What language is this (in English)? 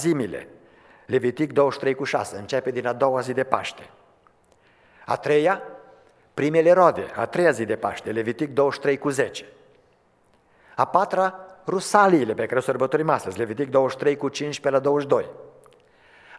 Romanian